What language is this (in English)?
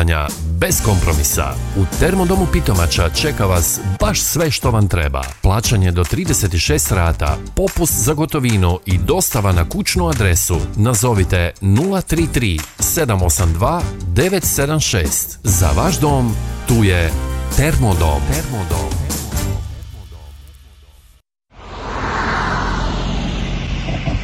Croatian